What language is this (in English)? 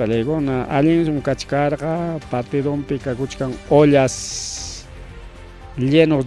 Ayacucho Quechua